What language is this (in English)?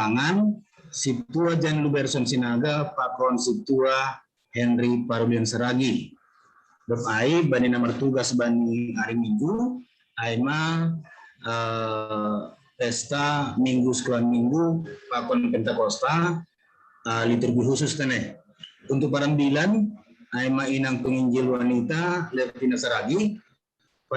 Batak Simalungun